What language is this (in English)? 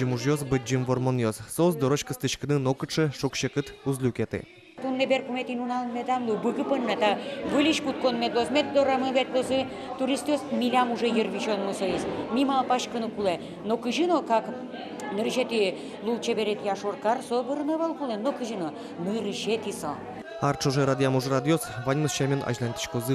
Udmurt